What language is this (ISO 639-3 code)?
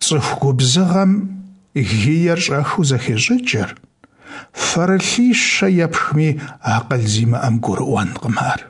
kbd